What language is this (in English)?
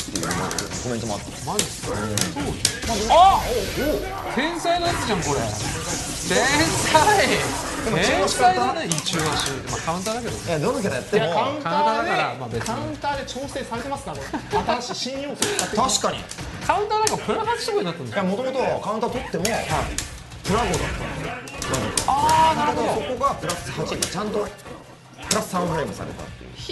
Japanese